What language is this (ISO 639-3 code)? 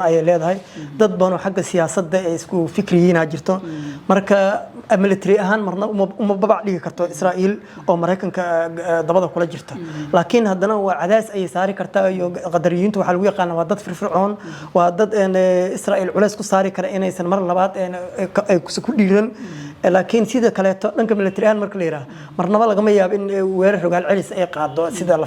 som